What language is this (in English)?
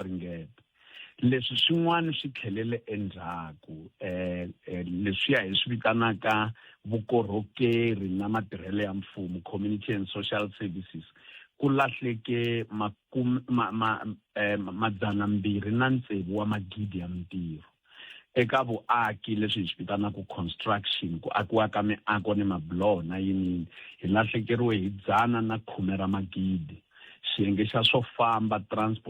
Tsonga